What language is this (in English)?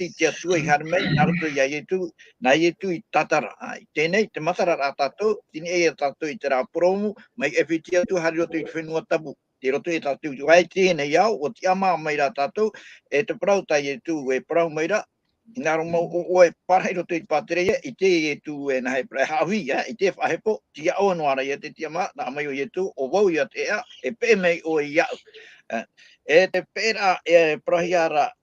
Tahitian